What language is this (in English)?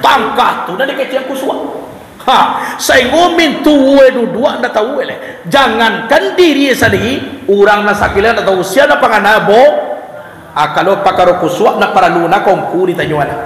Minangkabau